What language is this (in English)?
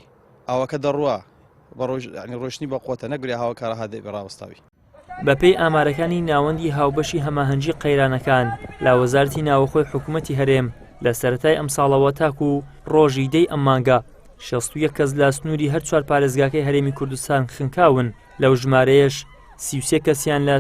Central Kurdish